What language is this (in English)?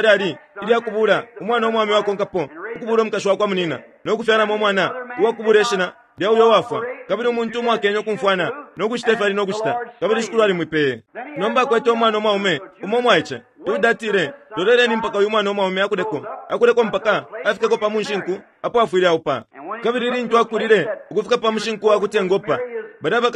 Bemba